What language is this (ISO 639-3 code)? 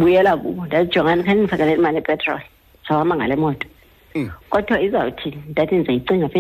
xho